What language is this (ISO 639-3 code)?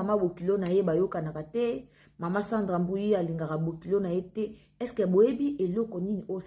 lin